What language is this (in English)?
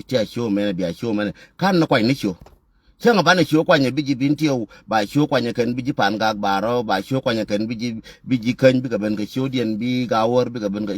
Nuer